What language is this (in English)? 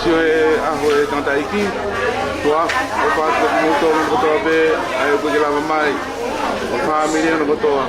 Tongan